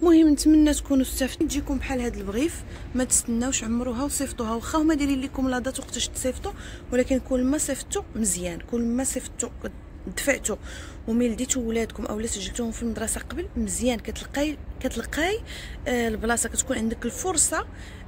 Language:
Moroccan Arabic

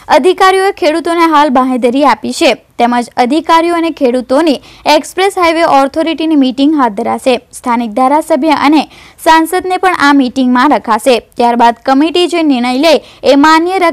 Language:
Gujarati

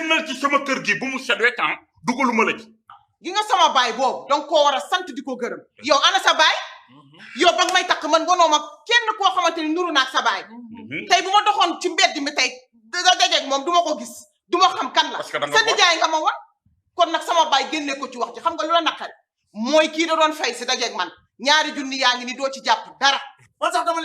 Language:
Wolof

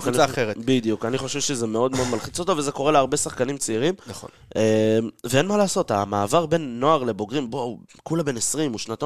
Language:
Hebrew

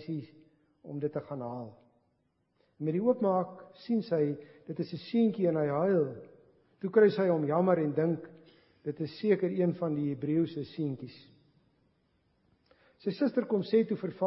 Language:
Afrikaans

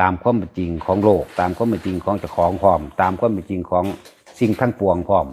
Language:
Lao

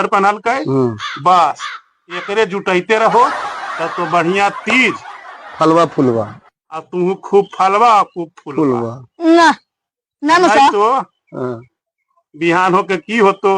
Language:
Magahi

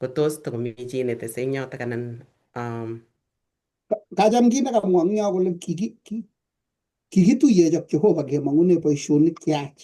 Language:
Kalenjin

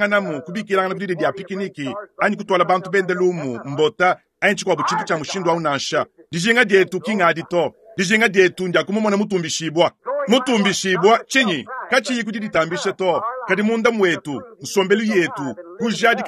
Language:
Luba-Lulua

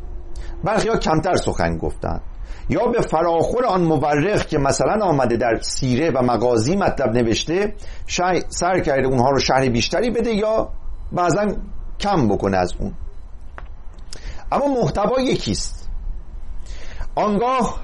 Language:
Persian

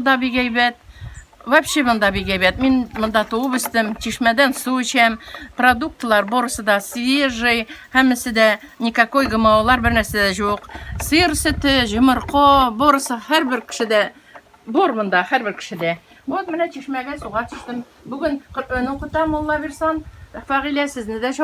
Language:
Tatar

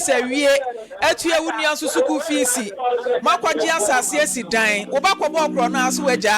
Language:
Akan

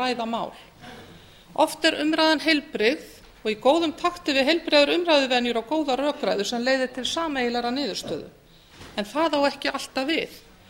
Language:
Icelandic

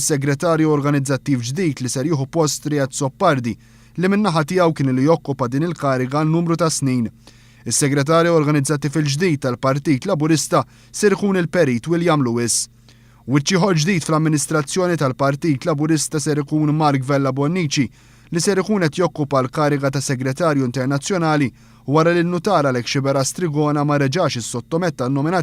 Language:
Maltese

